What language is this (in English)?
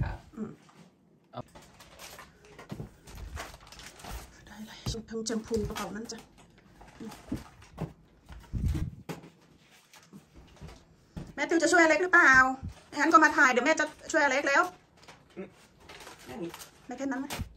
Thai